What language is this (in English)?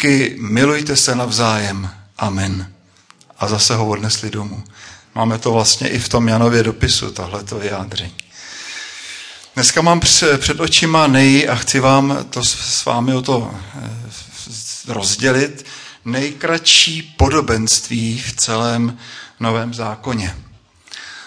Czech